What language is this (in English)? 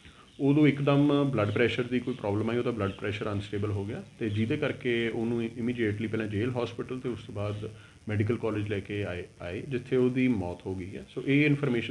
Punjabi